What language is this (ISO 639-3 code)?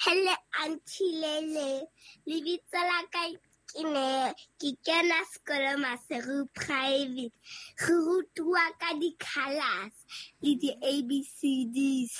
sot